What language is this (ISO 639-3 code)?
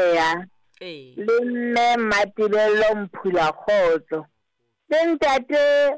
sot